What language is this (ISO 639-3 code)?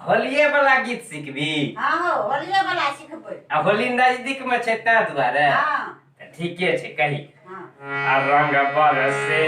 mai